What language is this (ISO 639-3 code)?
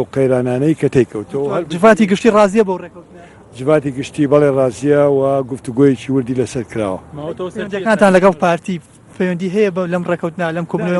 ckb